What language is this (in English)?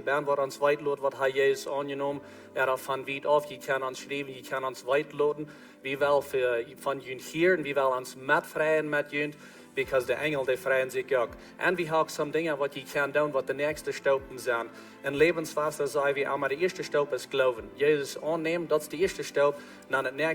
Plautdietsch